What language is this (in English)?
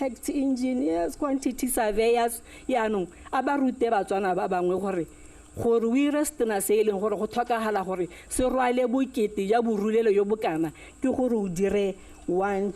Tswana